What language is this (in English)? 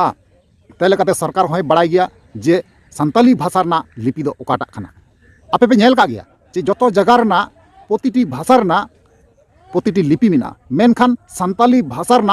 Santali